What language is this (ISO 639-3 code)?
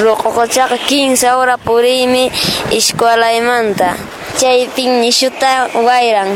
que